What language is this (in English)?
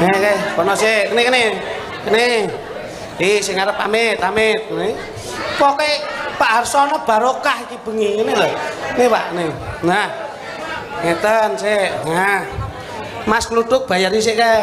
Javanese